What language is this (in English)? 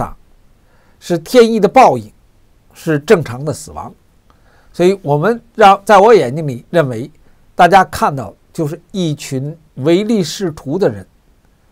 Chinese